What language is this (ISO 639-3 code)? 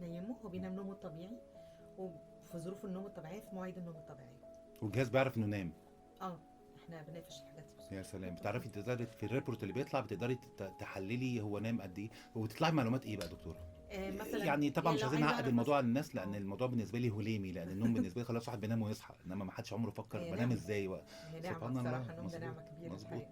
arz